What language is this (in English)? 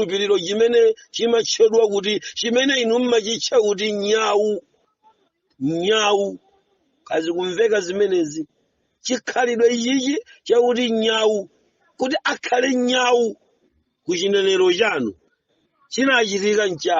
Nyanja